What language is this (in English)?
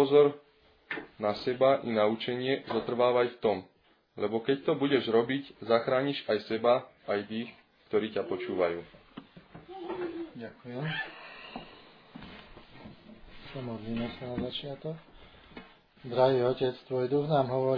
Slovak